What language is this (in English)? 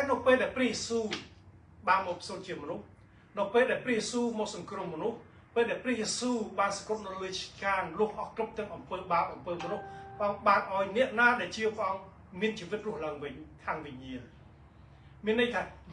Khmer